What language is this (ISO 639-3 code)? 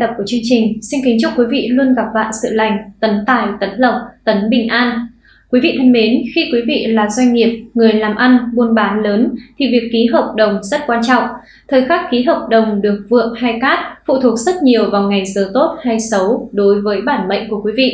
vie